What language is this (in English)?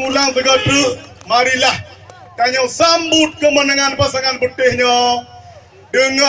Achinese